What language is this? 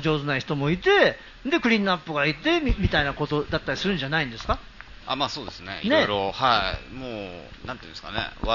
Japanese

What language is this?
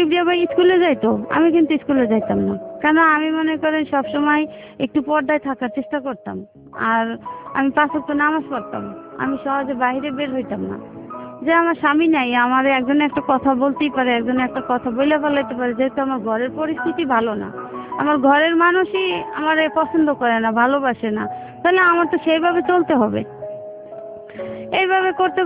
Bangla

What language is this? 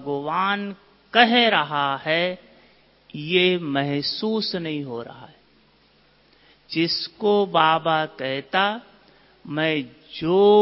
Hindi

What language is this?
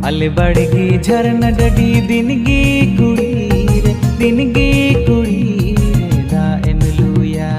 Santali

